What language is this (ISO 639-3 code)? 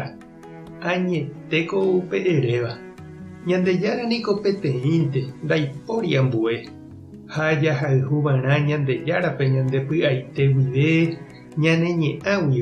grn